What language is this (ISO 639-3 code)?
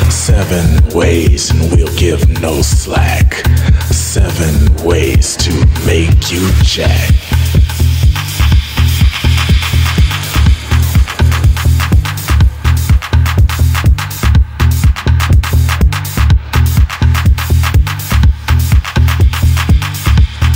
eng